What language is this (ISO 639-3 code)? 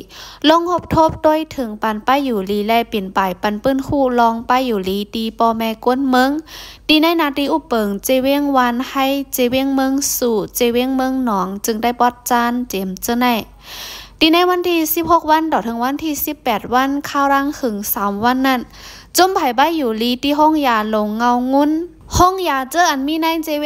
shn